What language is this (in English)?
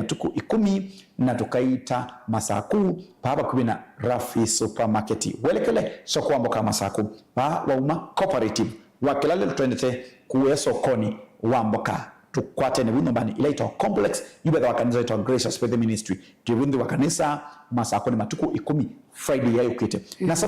Kamba